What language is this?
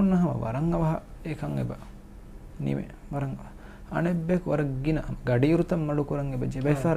Divehi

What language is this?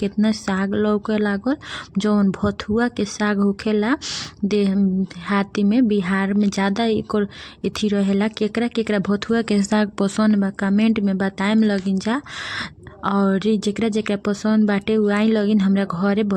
Bhojpuri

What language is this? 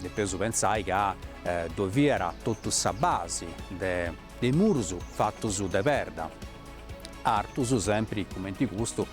Sardinian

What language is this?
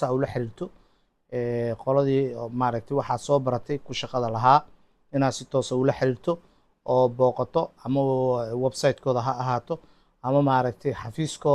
Somali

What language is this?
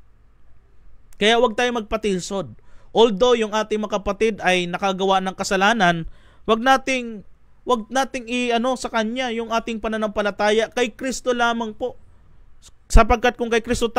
Filipino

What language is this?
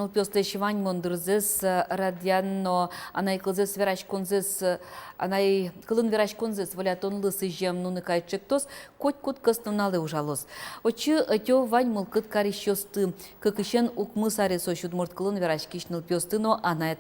Udmurt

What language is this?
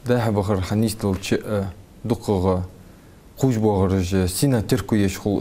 Ingush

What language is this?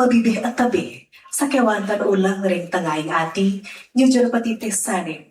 Balinese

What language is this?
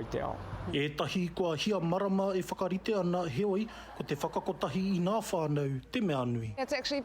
Māori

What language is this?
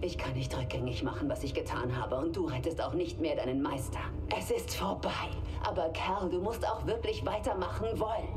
Bavarian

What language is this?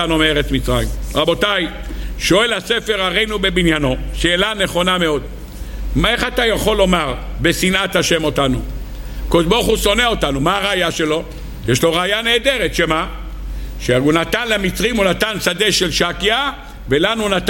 Hebrew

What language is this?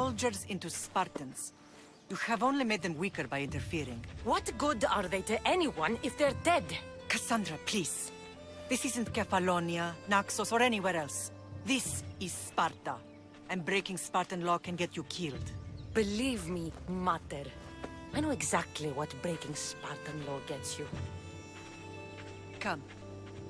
English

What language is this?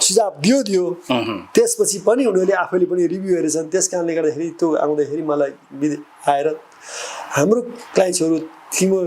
Nepali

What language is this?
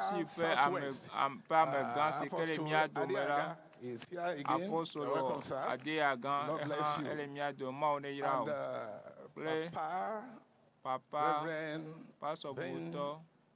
Ewe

